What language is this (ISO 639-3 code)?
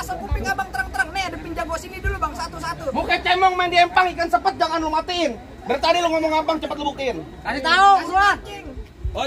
bew